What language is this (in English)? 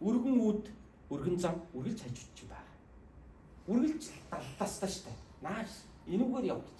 Mongolian